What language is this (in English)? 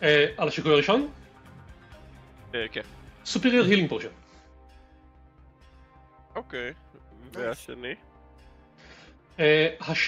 Hebrew